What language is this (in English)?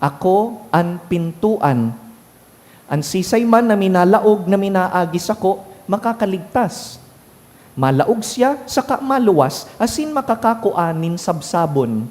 Bikol